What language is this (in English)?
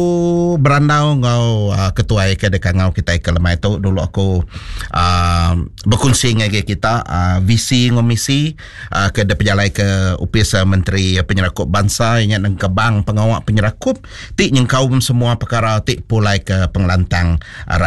Iban